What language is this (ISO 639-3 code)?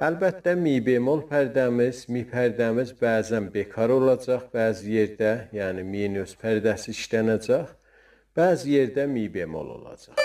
azb